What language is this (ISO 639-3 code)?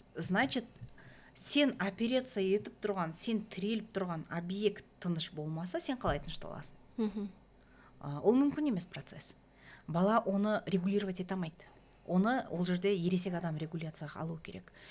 kaz